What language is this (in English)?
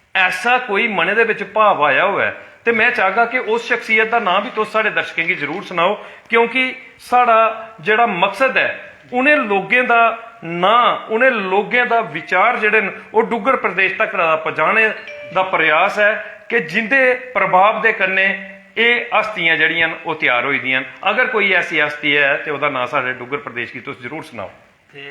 Dogri